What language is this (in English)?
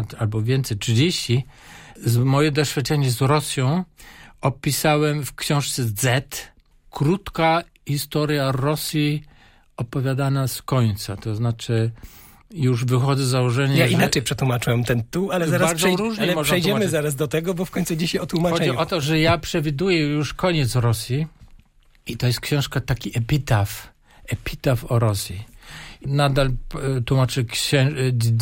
Polish